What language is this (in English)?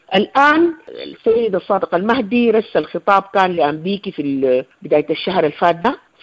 Sudanese Arabic